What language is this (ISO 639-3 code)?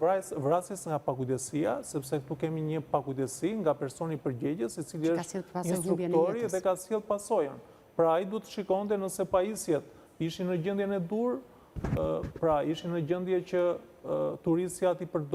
sqi